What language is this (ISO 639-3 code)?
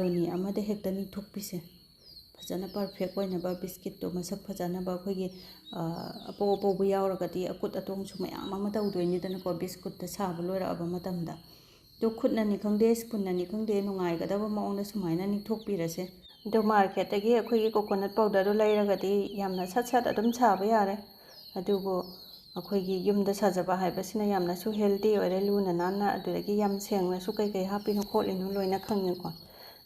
mni